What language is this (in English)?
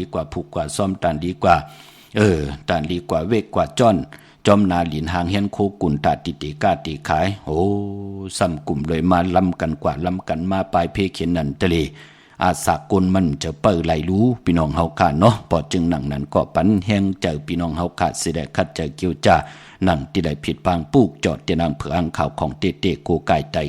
Shan